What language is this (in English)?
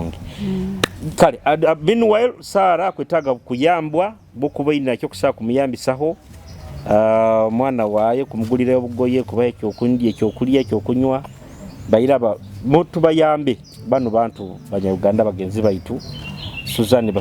Nyoro